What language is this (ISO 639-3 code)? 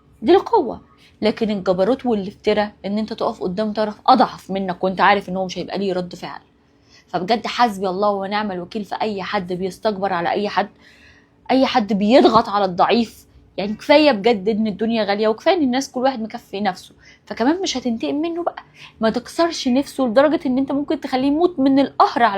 arz